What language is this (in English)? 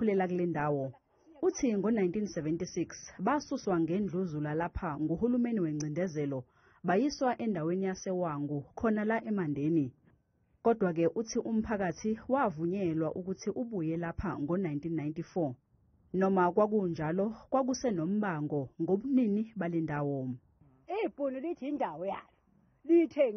Zulu